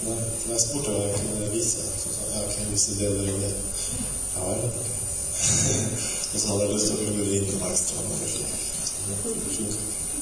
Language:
Norwegian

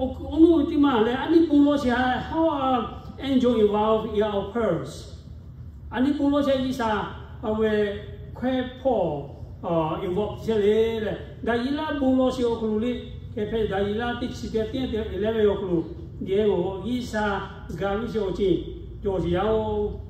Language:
Lahu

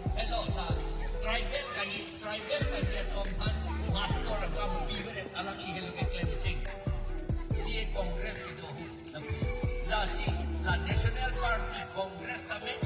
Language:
Karbi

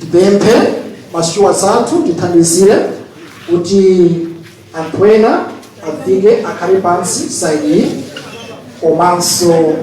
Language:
Nyanja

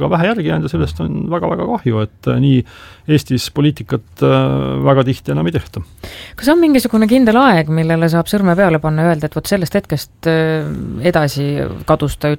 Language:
Estonian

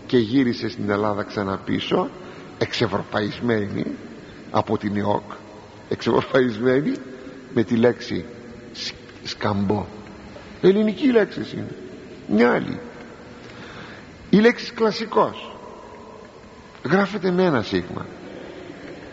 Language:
Greek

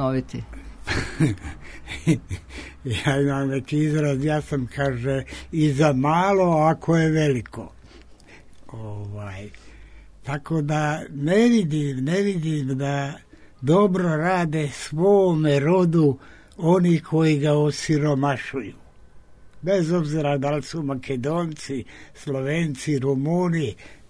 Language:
Serbian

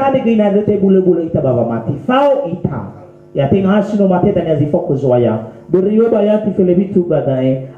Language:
Nias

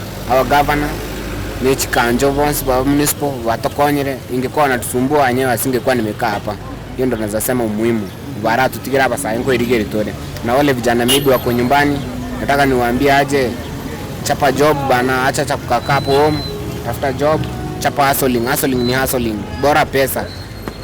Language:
Gusii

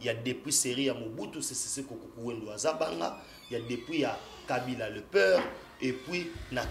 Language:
Lingala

